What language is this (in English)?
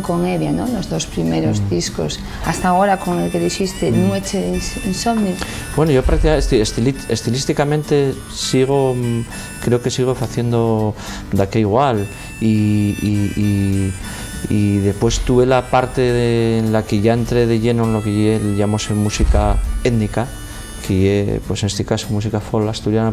Asturian